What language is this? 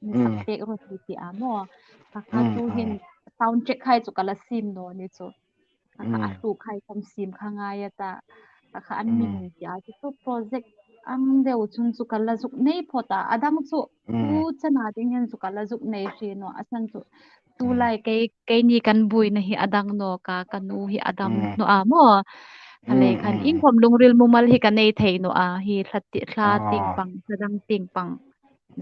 Hmar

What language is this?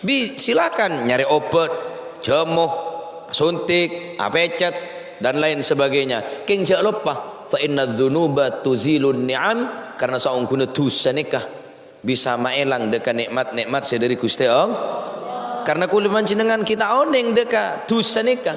Madurese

